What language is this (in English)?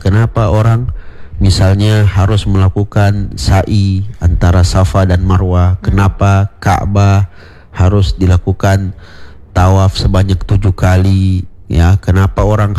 Indonesian